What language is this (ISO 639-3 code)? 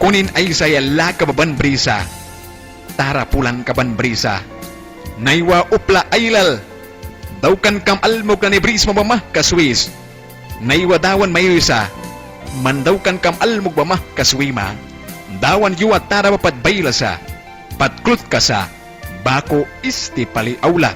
miq